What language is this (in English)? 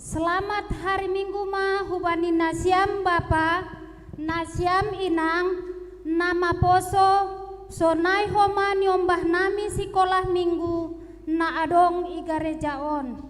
Batak Simalungun